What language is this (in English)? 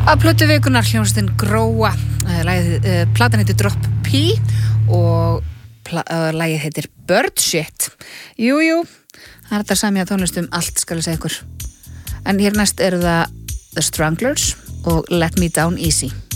Icelandic